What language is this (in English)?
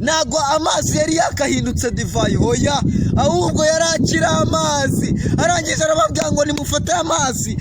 Kinyarwanda